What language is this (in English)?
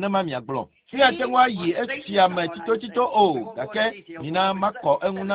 Ewe